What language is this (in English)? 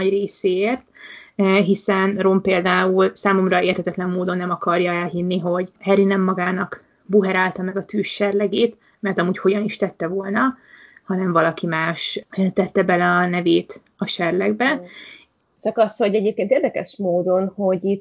Hungarian